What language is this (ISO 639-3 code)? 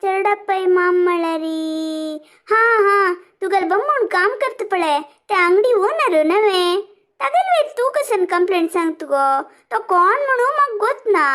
kok